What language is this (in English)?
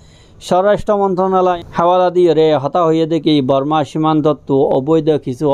Rohingya